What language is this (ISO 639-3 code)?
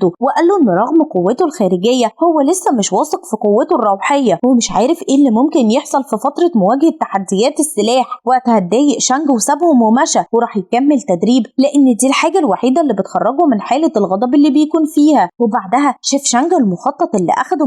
arz